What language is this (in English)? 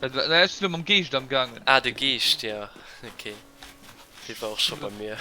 Luxembourgish